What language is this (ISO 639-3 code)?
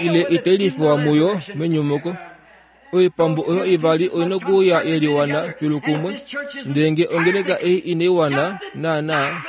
kua